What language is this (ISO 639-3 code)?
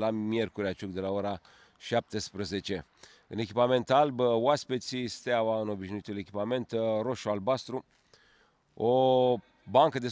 ron